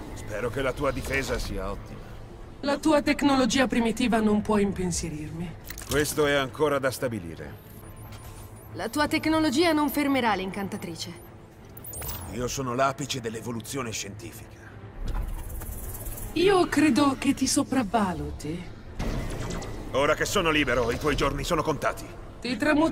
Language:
Italian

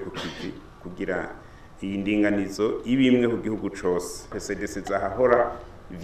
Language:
Rundi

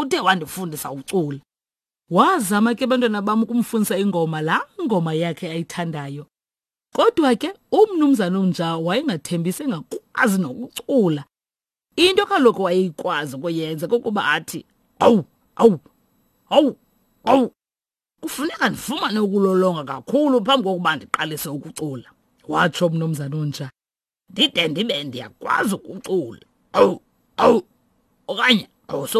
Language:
Xhosa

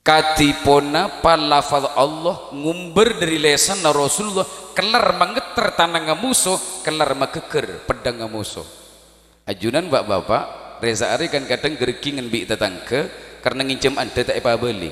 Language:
Madurese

